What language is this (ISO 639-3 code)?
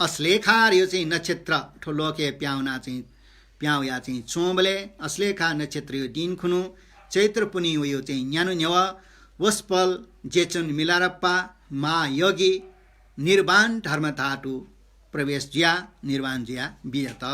new